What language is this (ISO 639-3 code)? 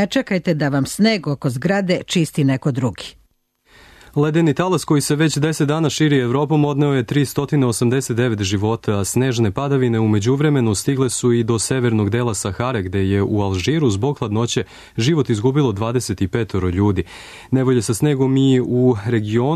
srp